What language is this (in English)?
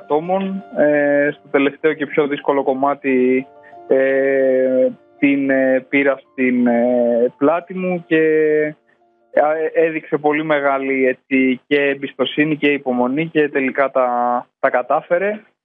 Greek